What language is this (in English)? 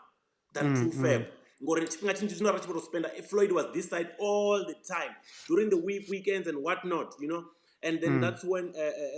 Venda